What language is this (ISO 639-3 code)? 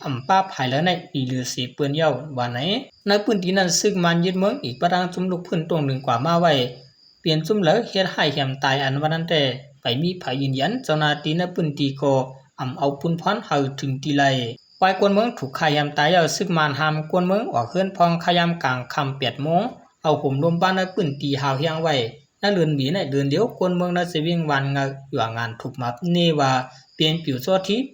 shn